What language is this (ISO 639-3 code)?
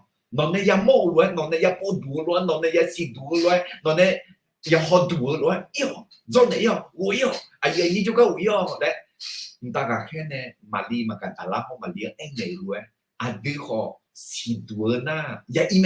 ahk